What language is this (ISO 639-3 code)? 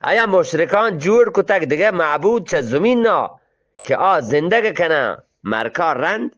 bgp